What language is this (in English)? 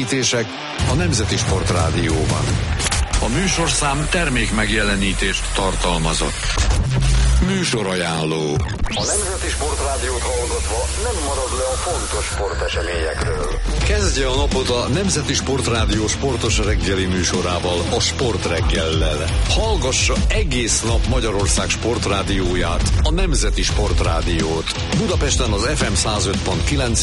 Hungarian